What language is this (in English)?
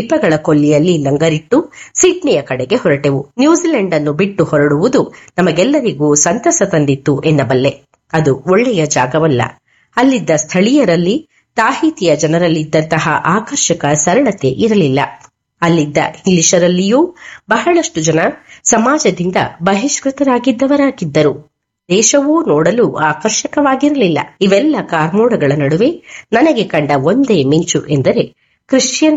Kannada